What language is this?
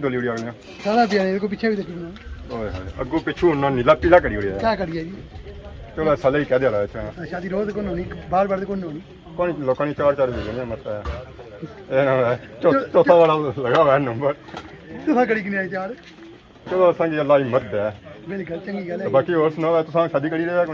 Pahari-Potwari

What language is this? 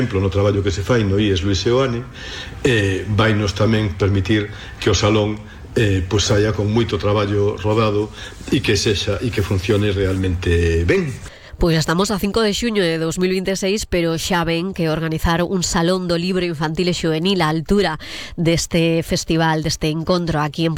Galician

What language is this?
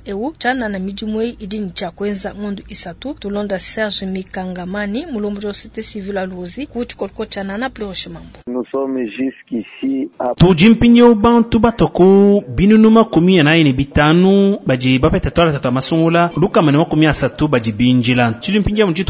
Luba-Lulua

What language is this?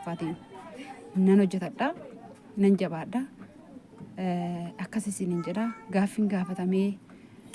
Oromo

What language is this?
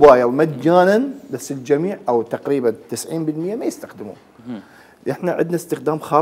Mesopotamian Arabic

